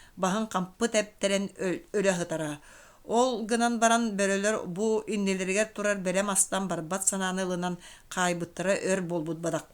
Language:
Yakut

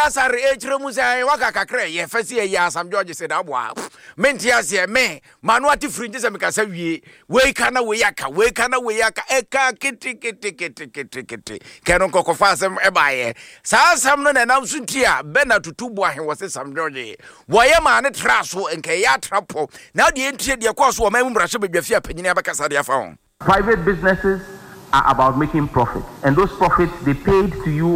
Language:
Akan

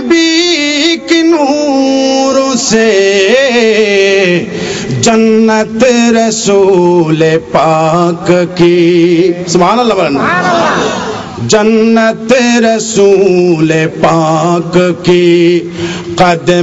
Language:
Bangla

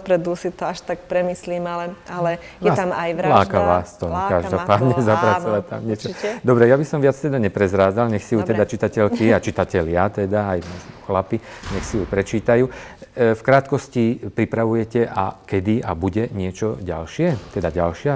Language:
Slovak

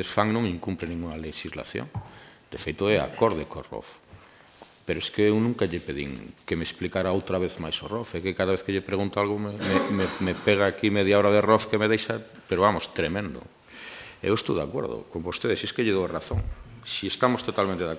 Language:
Galician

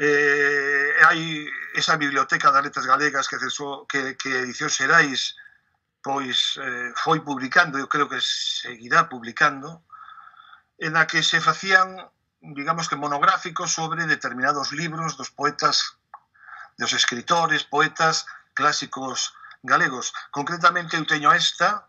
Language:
Galician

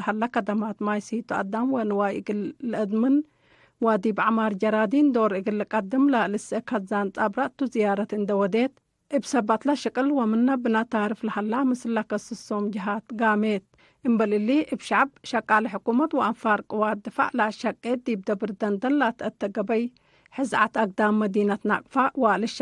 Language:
Tigre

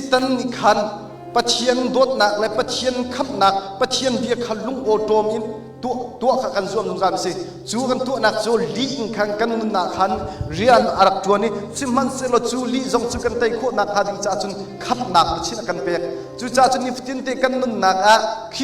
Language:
Hakha Chin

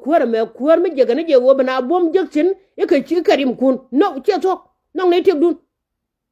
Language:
Nuer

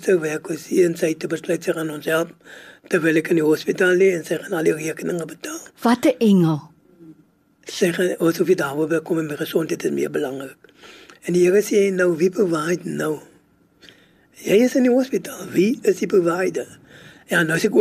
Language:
Afrikaans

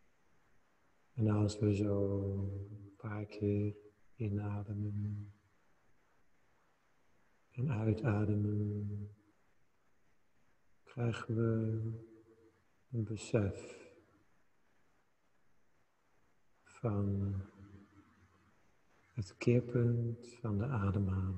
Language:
Dutch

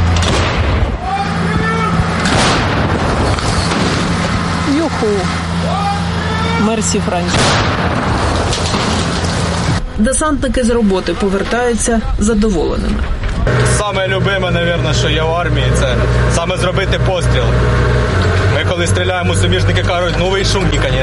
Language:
Ukrainian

